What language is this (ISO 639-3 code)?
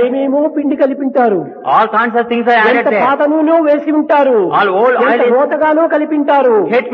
tel